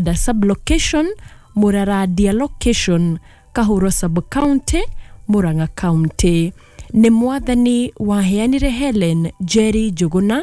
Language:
Kikuyu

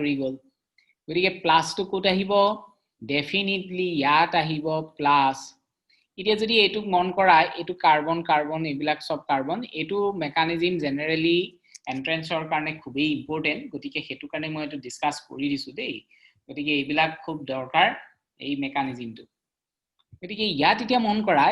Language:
Assamese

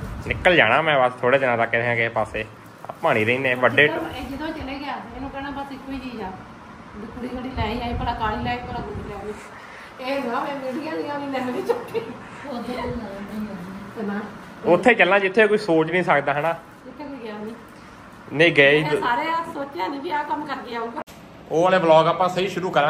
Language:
Punjabi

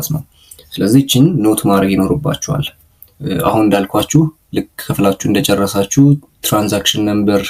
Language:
Amharic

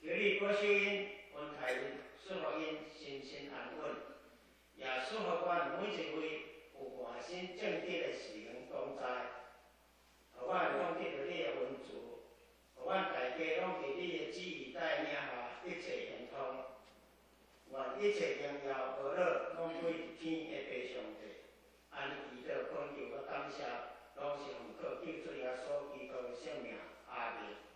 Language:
Min Nan Chinese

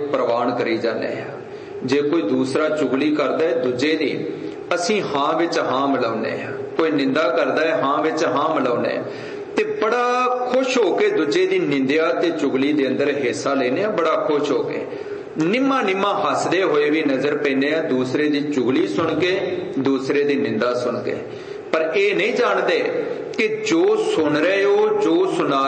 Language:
Punjabi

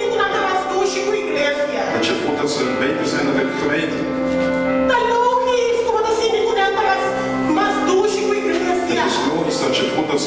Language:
Papiamento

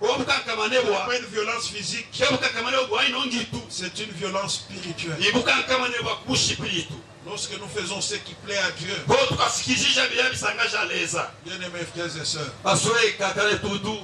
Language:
Luba-Katanga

